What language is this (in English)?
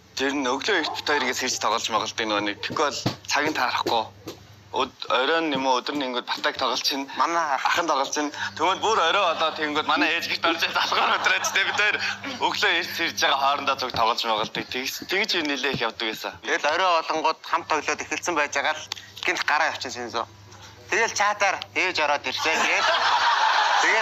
Mongolian